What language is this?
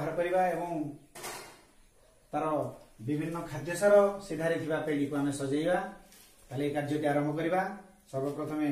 Odia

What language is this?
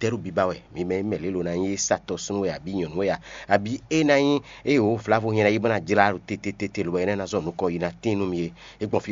Fon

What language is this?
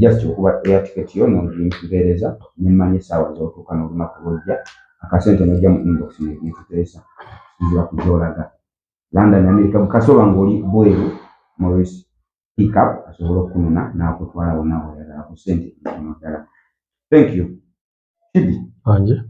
Ganda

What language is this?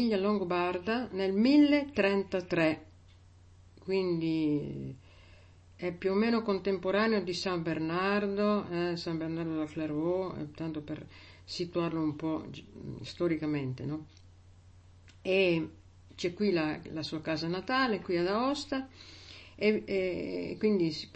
Italian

